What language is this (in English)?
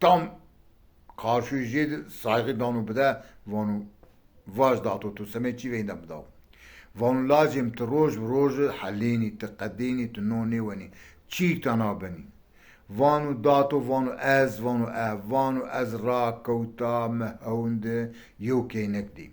Zaza